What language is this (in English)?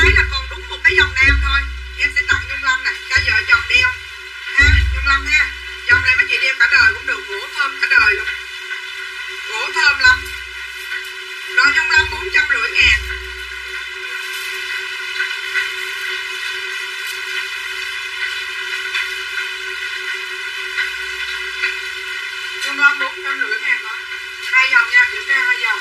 Vietnamese